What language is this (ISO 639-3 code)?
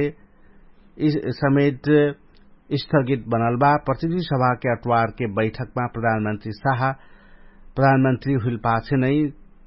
thl